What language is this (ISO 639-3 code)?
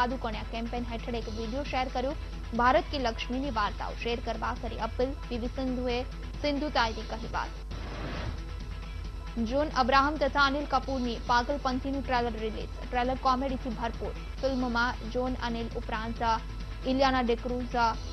guj